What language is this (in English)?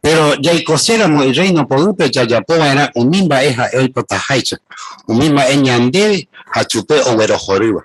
Guarani